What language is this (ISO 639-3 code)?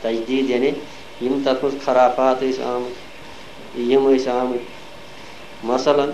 kas